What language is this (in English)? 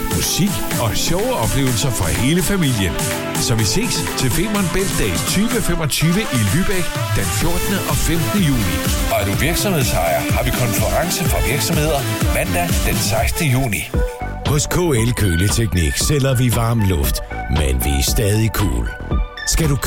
Danish